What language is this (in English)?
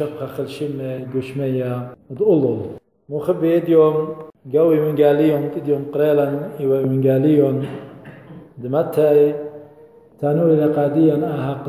Assyrian Neo-Aramaic